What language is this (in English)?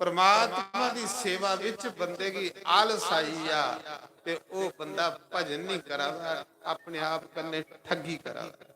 Dogri